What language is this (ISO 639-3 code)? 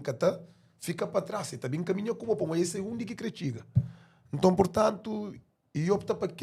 kea